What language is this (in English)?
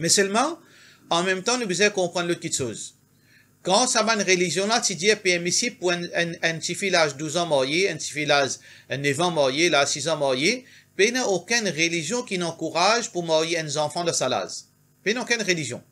Morisyen